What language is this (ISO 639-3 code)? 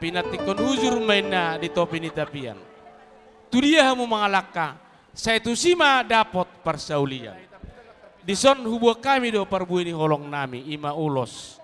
bbc